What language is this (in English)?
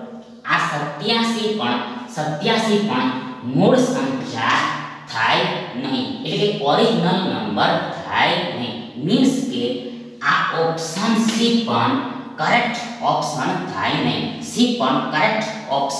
Gujarati